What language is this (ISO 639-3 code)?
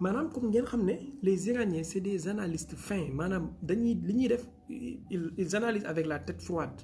wol